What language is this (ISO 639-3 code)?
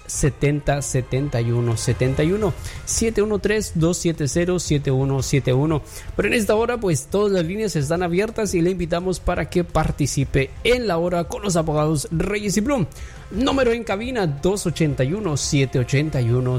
spa